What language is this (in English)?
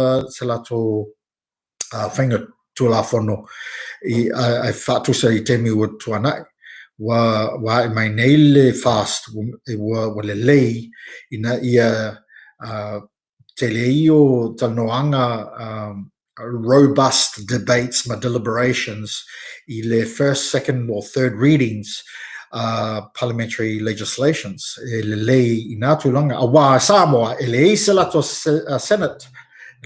Samoan